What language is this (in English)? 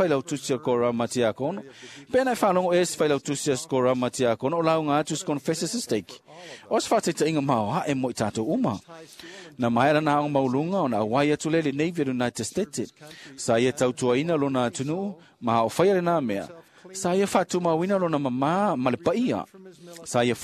Samoan